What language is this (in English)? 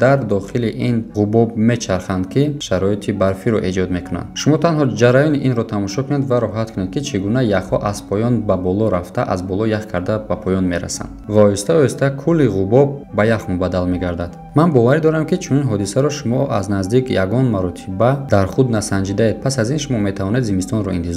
Tajik